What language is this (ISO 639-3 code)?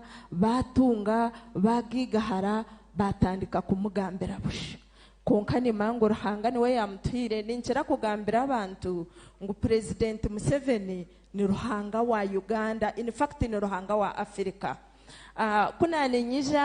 nyn